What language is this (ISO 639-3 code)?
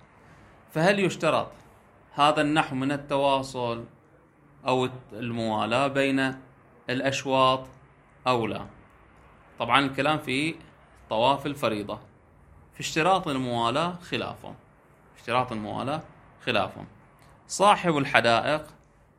ara